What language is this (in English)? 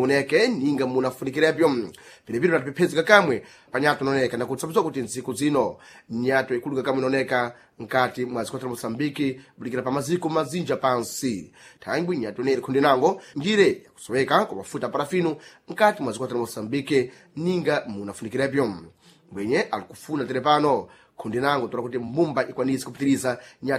Sena